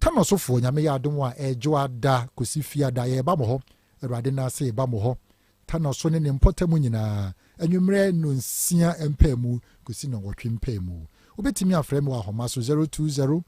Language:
Akan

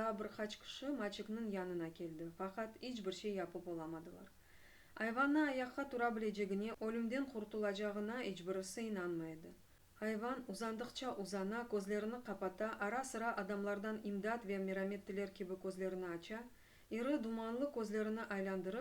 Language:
Crimean Tatar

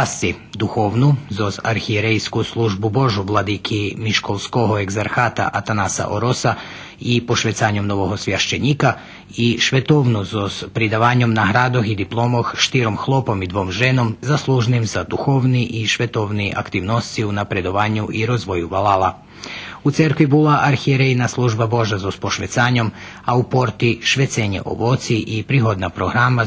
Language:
Rusyn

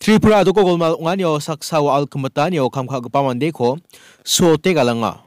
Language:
Garo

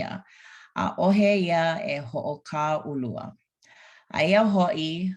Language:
Hawaiian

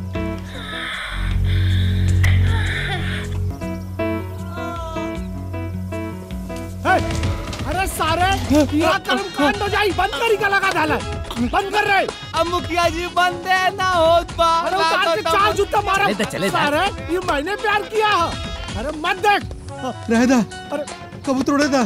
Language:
Bhojpuri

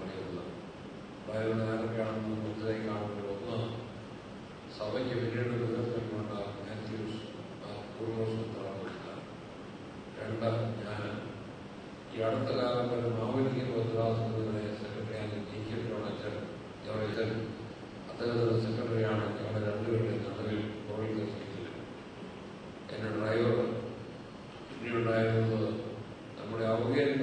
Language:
Malayalam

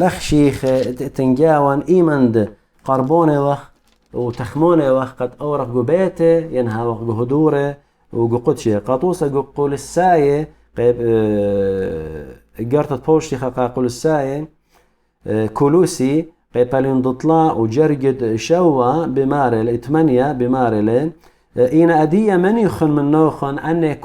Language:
Assyrian Neo-Aramaic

